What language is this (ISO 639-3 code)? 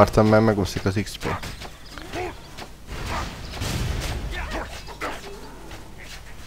hun